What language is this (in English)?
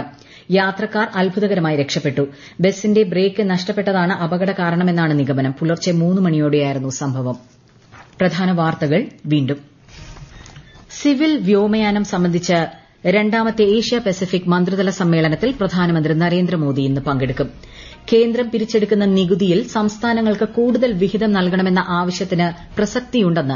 Malayalam